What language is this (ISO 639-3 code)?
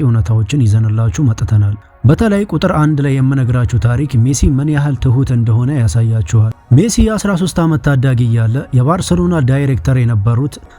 amh